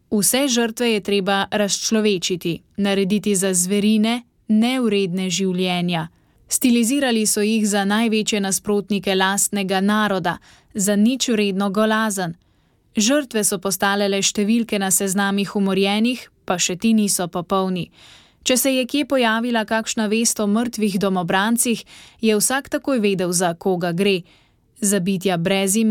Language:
Slovenian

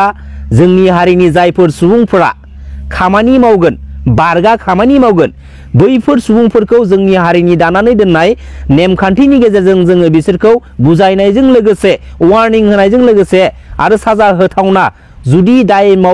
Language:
Bodo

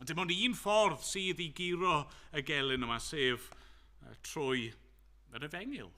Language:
Welsh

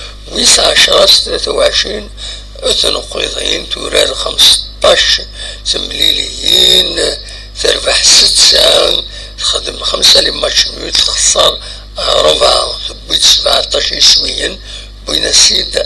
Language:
Kabyle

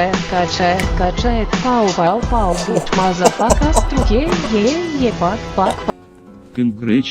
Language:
Rusyn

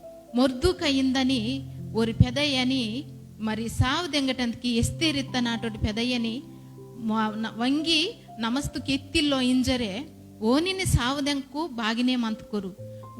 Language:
Koya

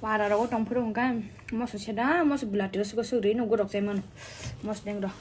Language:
Kok Borok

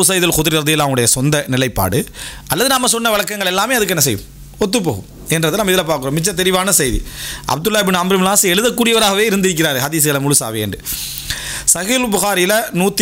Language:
Tamil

